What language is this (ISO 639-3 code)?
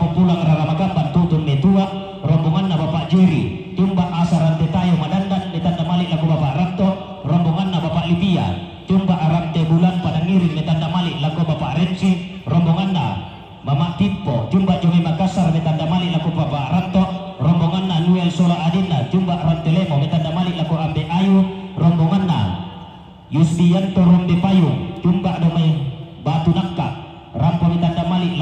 sda